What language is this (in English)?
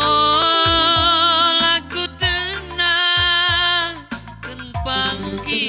Batak Karo